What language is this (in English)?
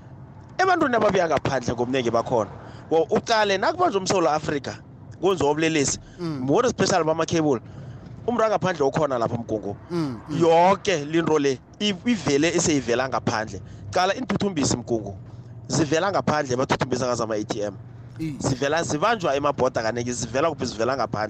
South Ndebele